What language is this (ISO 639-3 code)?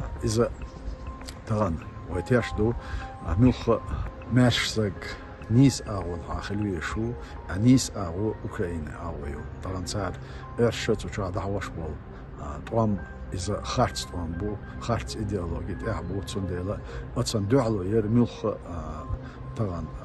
che